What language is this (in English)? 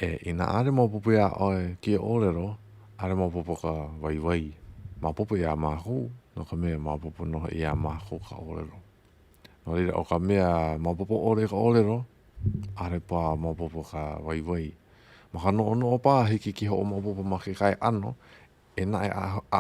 Hawaiian